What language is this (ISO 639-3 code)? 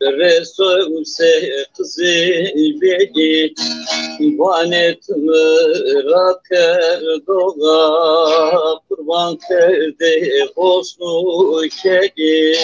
zza